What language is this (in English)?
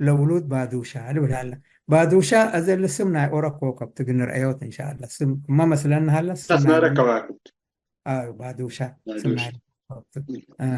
Tigre